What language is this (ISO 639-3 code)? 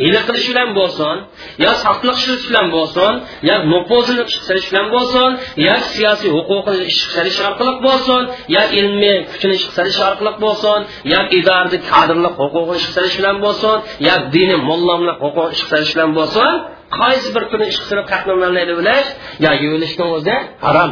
uig